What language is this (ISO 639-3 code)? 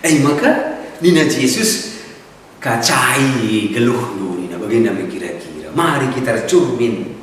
btx